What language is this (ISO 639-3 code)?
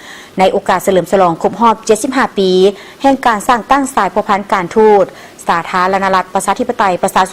lao